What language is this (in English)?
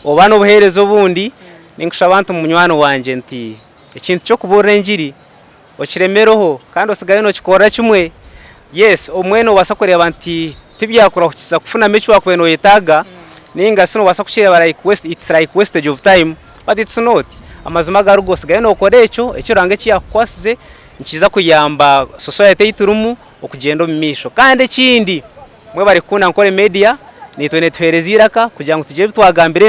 Nyankole